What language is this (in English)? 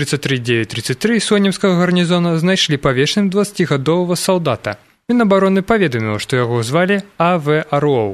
Belarusian